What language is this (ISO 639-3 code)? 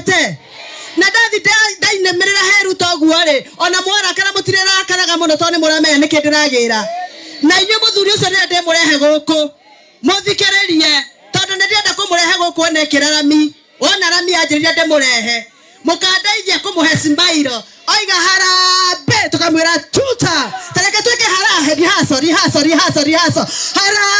kik